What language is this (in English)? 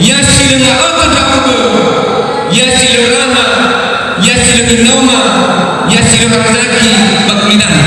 Nias